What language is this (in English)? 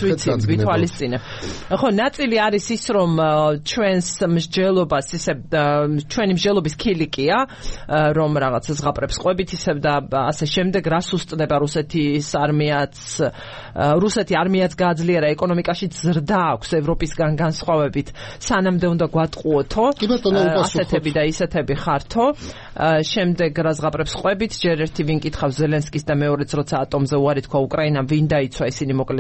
Georgian